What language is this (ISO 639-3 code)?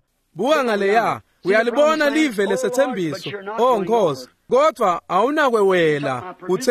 ssw